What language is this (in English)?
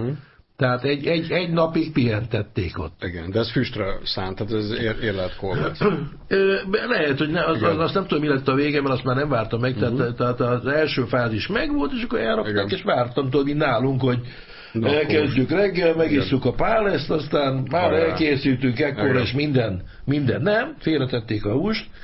Hungarian